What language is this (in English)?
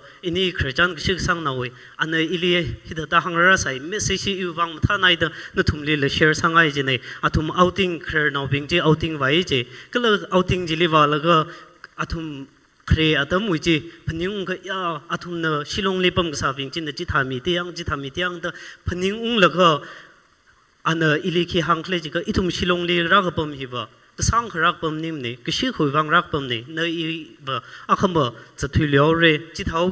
Tangkhul Naga (India)